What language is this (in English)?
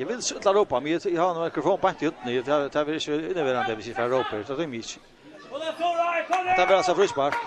Faroese